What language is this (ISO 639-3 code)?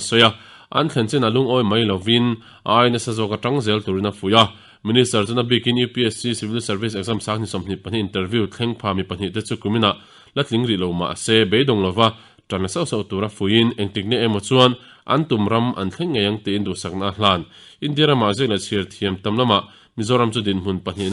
lus